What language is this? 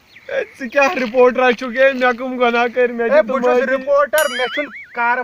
Kashmiri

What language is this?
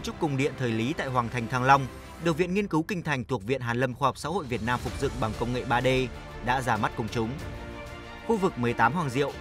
Vietnamese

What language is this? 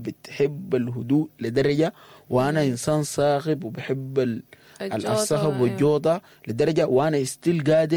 Sudanese Arabic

